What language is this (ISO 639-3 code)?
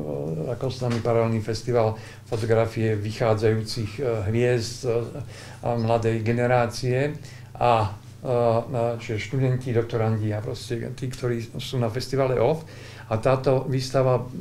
slk